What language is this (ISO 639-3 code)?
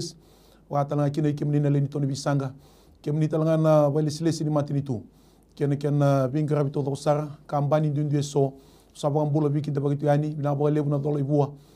fij